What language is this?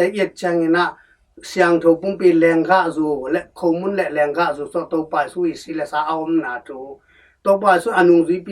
Tedim Chin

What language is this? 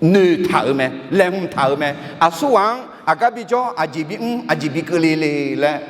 Akha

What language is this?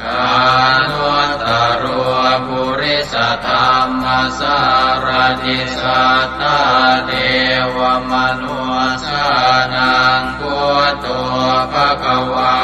Pali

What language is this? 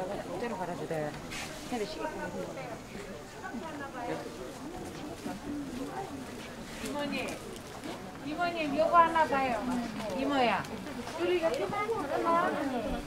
Korean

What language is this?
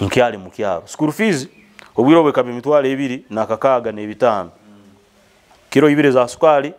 Nyoro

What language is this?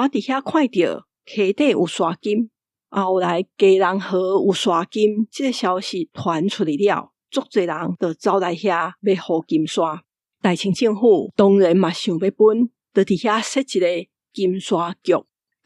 Min Nan Chinese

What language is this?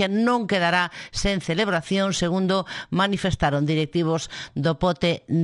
Galician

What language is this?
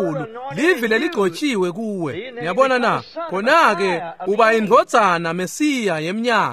Swati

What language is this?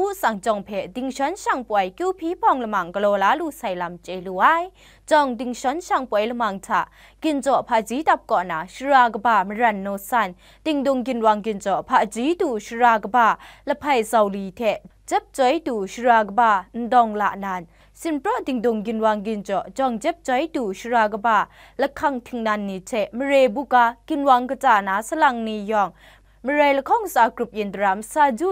Kachin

